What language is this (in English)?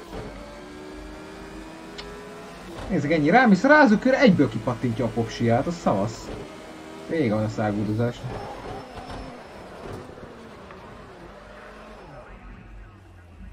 Hungarian